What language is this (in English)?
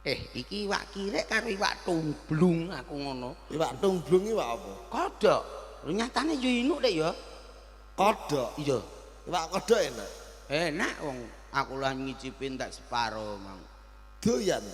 Javanese